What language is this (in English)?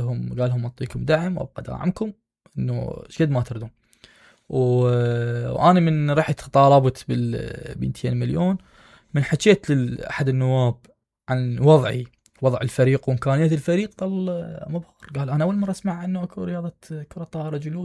Mesopotamian Arabic